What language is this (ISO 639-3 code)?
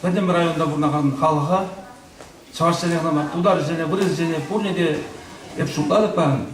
chv